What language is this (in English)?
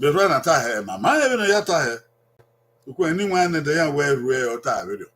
Bini